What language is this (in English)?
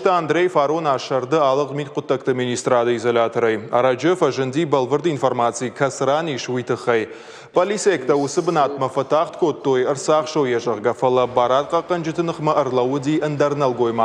Ossetic